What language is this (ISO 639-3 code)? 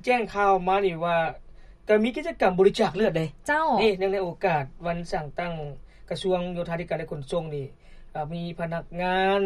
lao